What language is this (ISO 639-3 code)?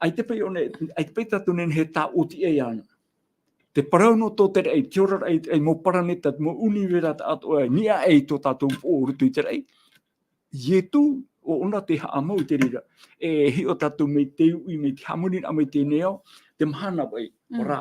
tah